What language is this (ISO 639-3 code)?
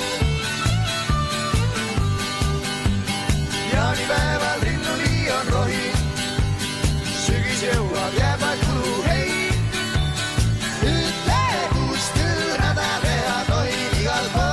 est